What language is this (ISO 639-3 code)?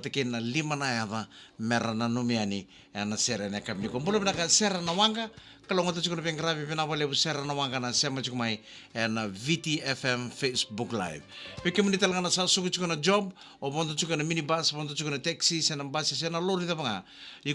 fij